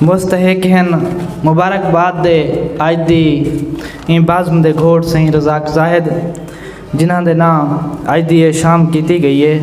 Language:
Saraiki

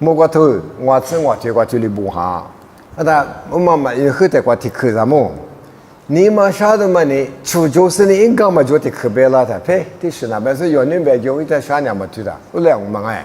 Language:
Lisu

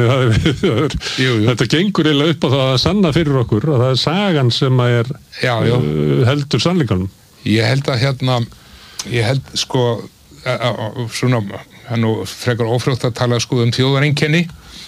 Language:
Icelandic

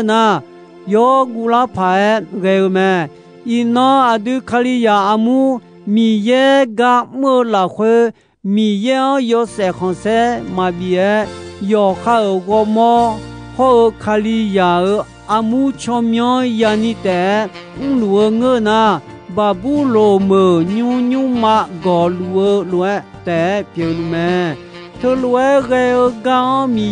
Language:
Akha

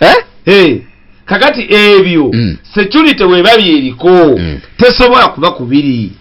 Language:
Ganda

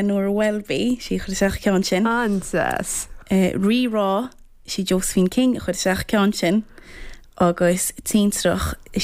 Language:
Irish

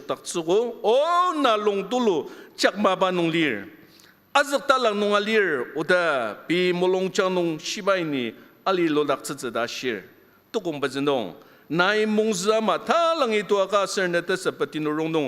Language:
Ao Naga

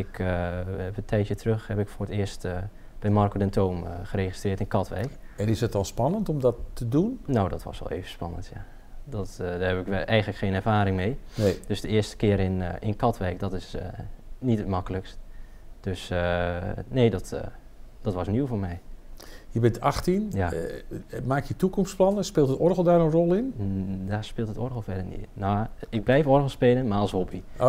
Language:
Dutch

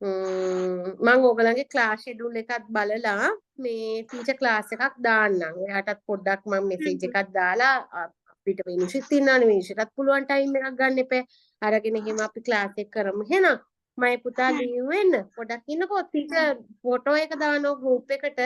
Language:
Sinhala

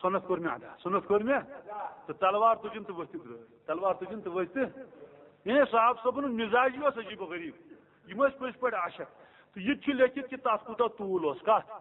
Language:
Kashmiri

